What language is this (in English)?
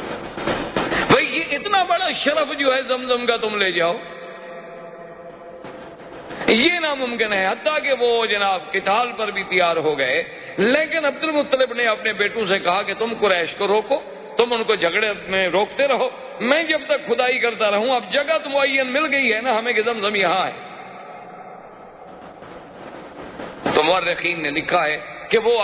Urdu